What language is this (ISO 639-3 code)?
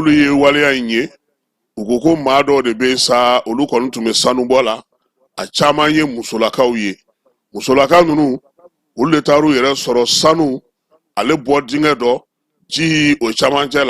bam